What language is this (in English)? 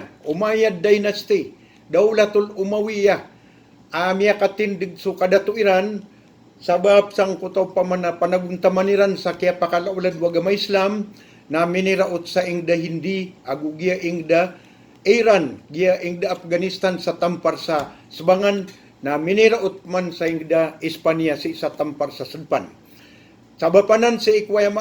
Maranao